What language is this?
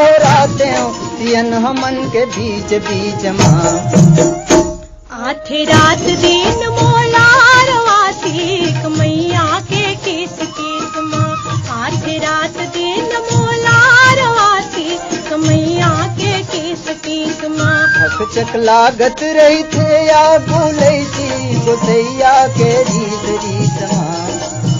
Chhattisgarhi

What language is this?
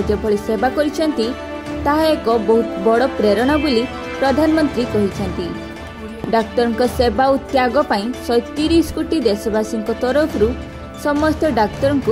Odia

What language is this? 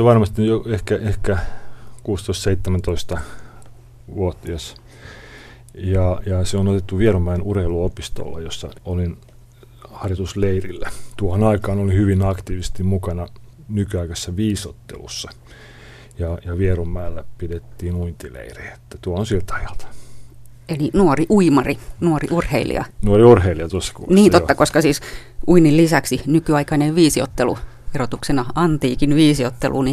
Finnish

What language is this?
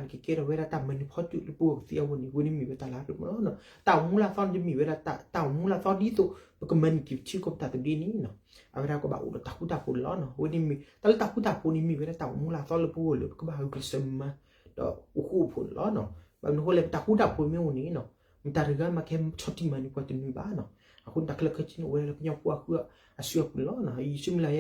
S'gaw Karen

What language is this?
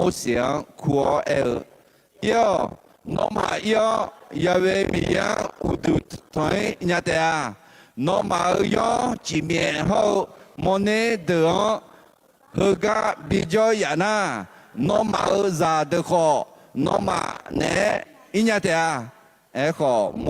Akha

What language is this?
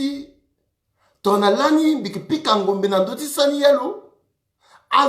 Sango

